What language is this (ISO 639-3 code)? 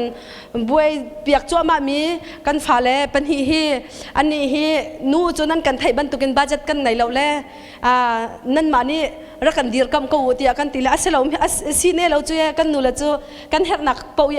cnh